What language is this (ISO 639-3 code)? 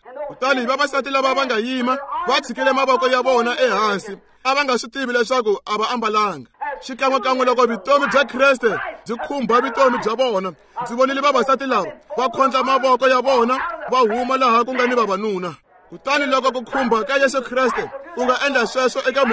tso